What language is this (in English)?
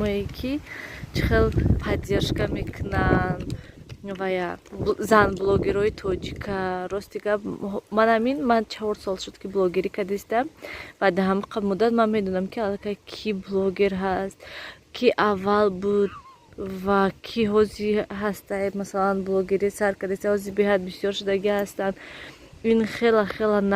Tajik